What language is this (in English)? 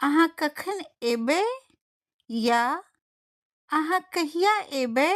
Maithili